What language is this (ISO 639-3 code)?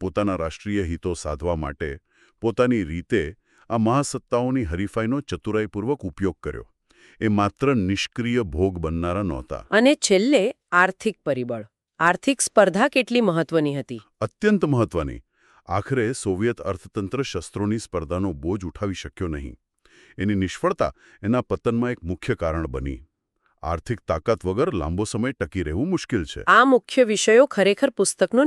guj